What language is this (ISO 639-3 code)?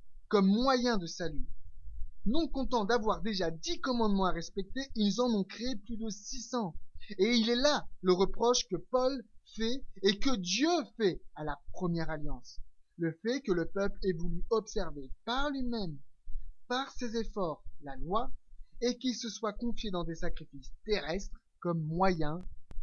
fra